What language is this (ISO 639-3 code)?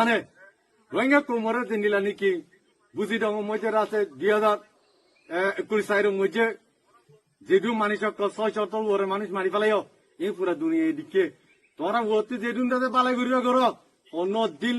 rhg